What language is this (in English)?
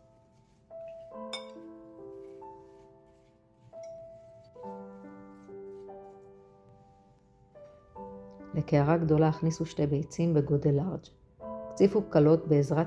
Hebrew